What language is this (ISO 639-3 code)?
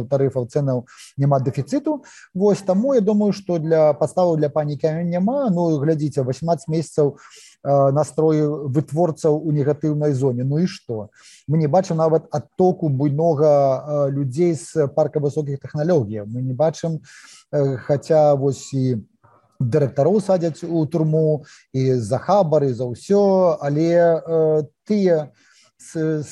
bel